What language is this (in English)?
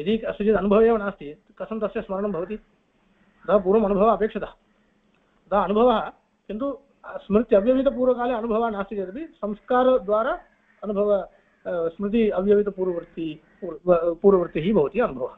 Sanskrit